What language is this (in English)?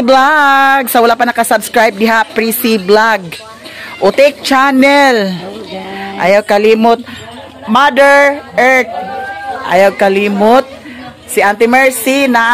Cebuano